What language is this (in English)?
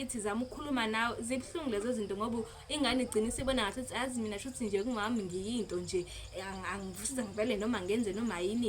Zulu